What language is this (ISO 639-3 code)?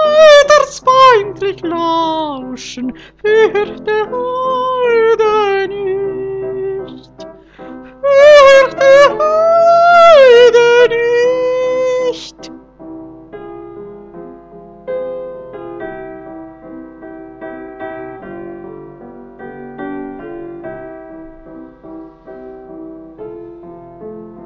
deu